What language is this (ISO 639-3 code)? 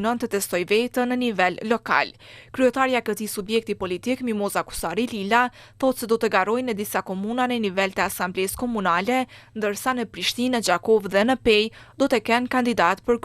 sqi